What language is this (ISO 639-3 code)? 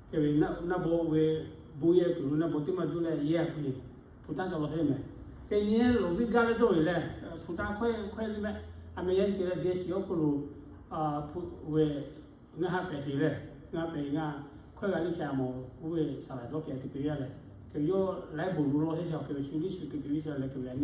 lhu